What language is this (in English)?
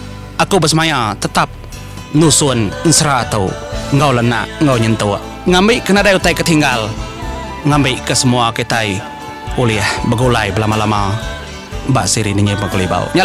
Iban